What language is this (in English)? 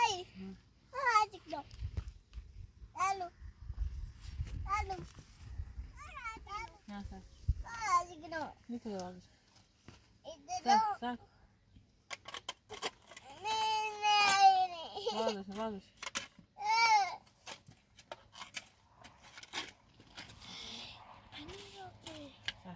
Persian